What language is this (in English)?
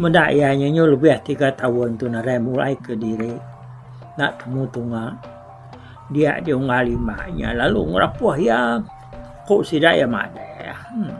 Iban